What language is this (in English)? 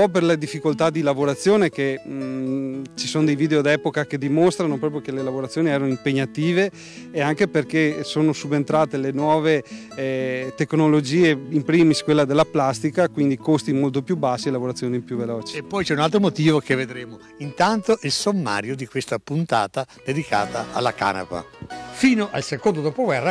Italian